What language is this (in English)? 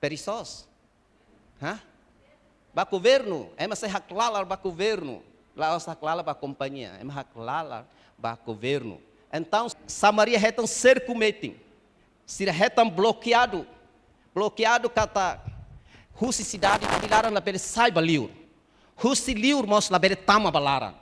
Tetum